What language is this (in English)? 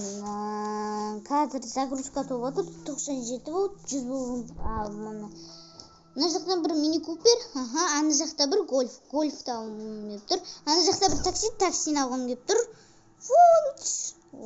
Kazakh